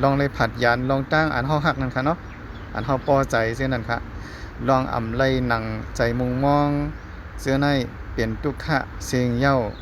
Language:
Shan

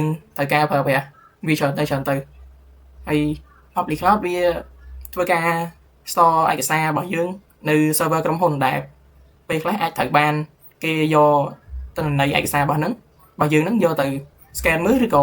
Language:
Khmer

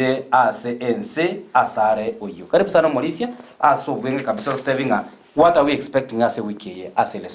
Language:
Gusii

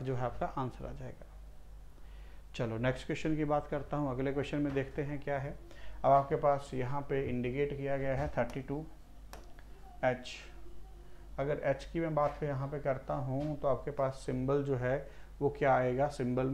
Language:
Hindi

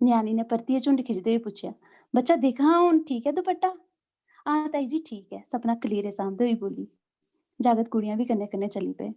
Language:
Dogri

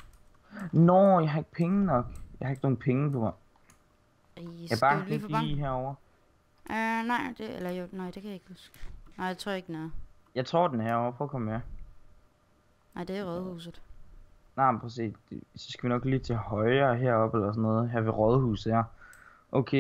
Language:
Danish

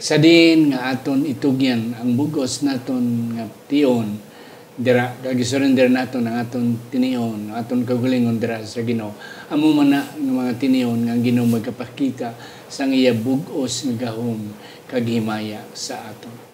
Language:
Hiligaynon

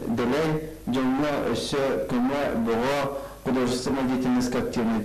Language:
Yakut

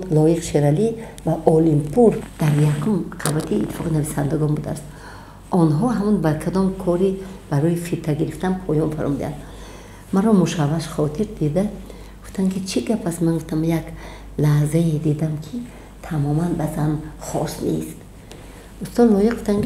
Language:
Tajik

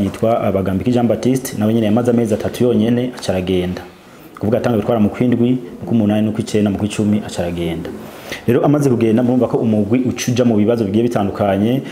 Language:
Rundi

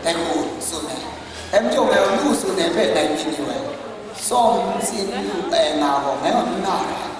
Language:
Kachin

